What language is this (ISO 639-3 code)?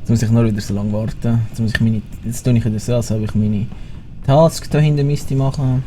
gsw